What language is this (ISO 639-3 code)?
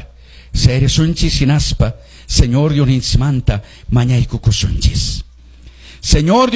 que